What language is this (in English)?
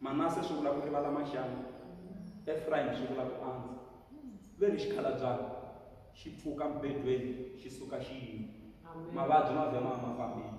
Tsonga